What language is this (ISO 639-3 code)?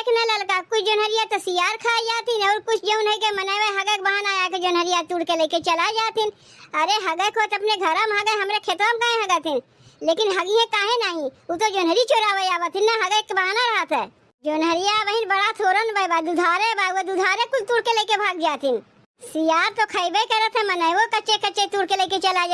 awa